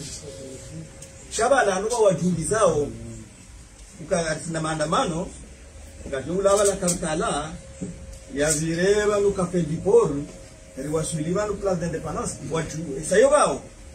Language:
Swahili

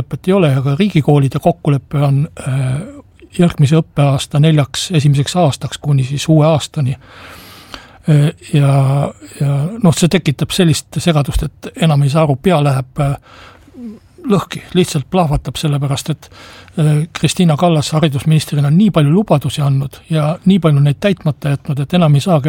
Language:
Estonian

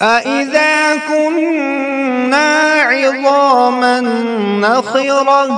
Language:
Kashmiri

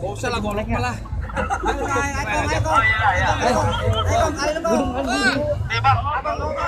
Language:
Betawi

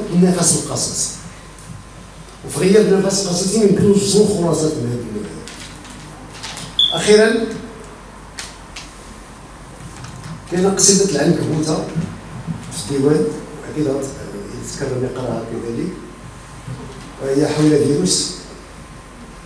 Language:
Moroccan Arabic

